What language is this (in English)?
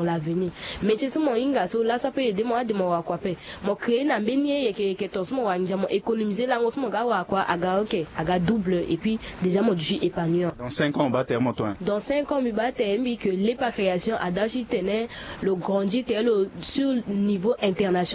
Sango